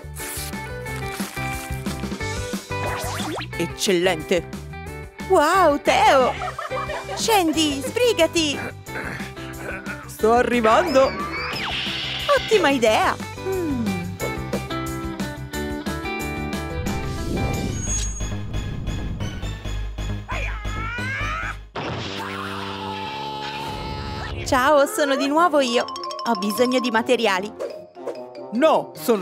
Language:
Italian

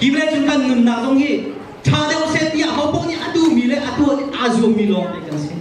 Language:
Hakha Chin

